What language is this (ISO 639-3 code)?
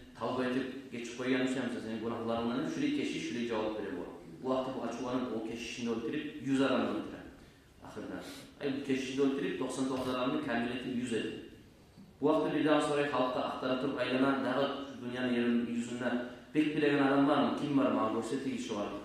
kum